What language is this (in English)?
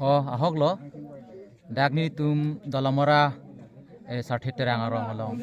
Karbi